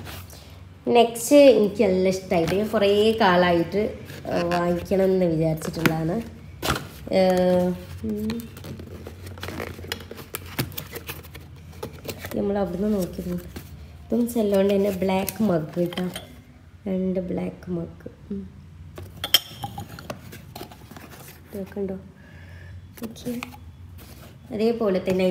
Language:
Malayalam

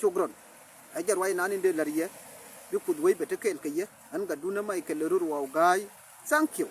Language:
Nuer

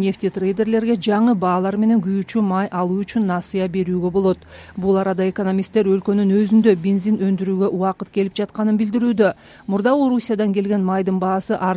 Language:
Kyrgyz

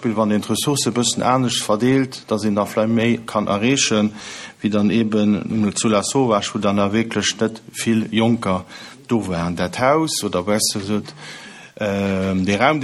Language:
Luxembourgish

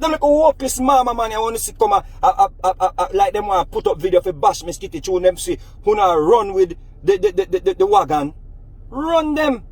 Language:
Jamaican Creole English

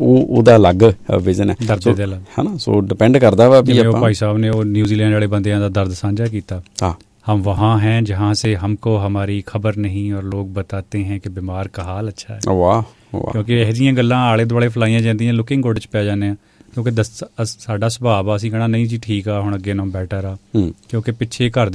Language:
Punjabi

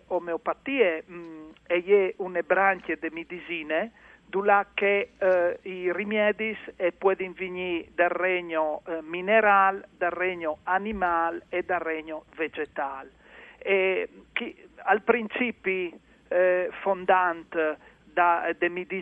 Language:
Friulian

